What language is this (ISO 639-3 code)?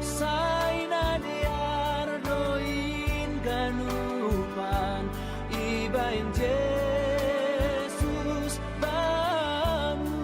bts